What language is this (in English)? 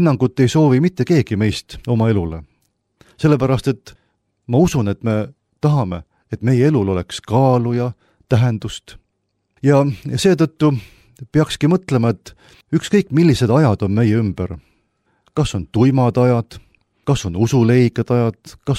Estonian